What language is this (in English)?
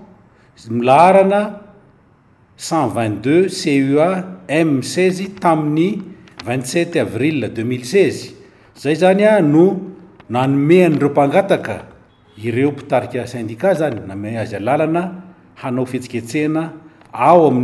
Malagasy